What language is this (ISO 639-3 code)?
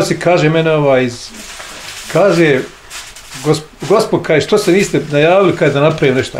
bos